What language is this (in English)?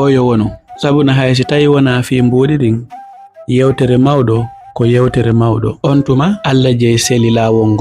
Fula